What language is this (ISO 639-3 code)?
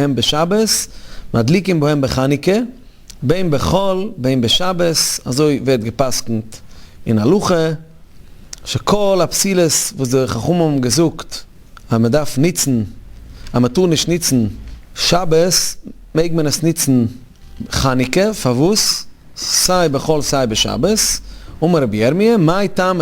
yid